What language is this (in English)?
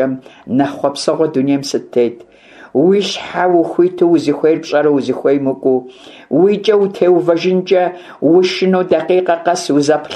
Kabardian